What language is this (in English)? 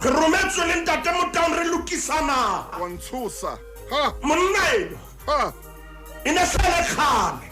Southern Sotho